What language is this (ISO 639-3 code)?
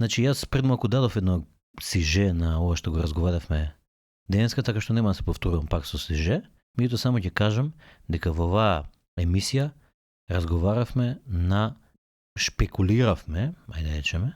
mkd